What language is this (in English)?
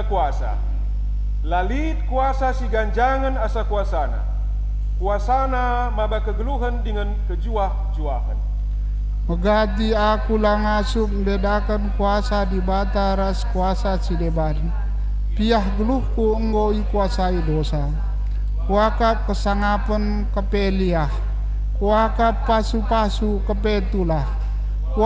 Batak Karo